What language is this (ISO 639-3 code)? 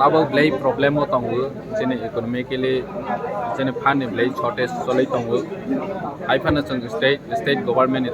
trp